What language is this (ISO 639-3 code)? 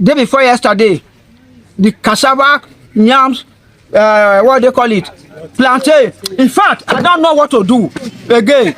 pcm